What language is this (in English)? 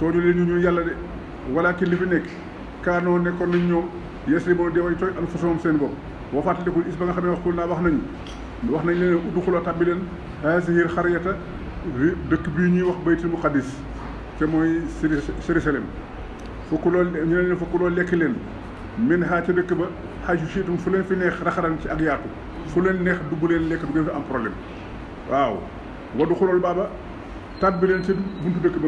Wolof